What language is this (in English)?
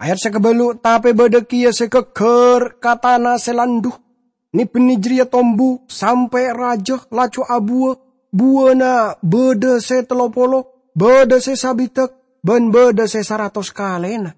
Madurese